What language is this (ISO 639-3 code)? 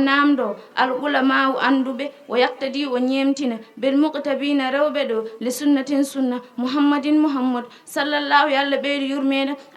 ful